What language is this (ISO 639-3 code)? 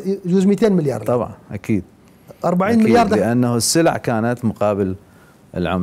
acm